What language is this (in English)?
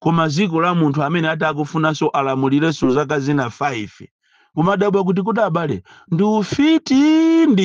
Nyanja